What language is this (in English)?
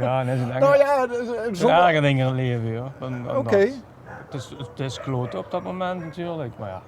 Limburgish